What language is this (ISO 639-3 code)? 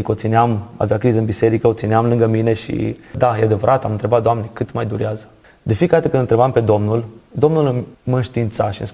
ron